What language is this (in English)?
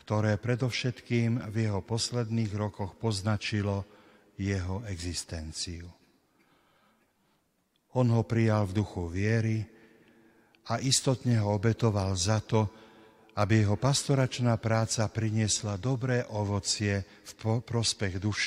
Slovak